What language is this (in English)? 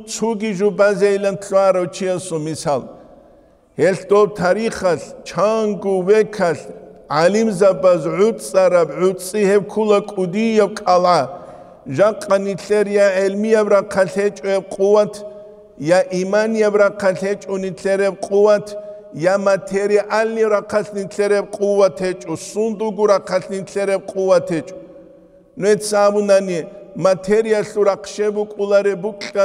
Avaric